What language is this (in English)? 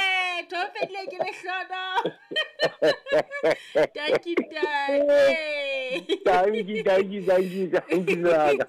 Southern Sotho